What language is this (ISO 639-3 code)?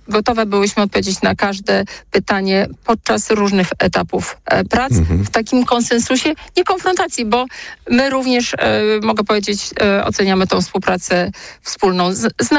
pol